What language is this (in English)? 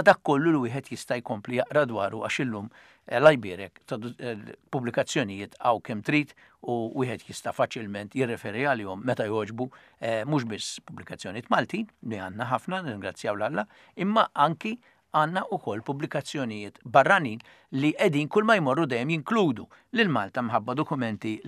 Maltese